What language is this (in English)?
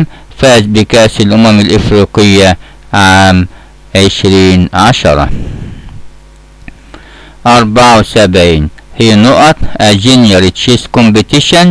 Egyptian Arabic